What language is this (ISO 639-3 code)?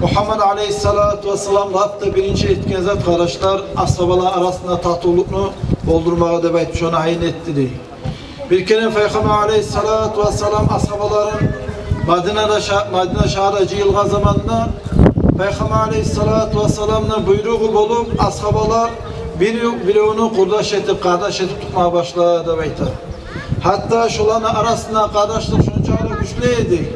kum